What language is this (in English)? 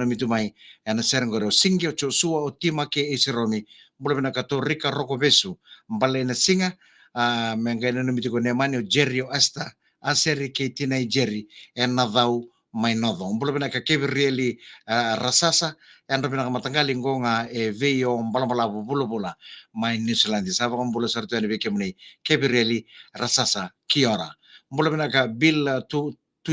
Fijian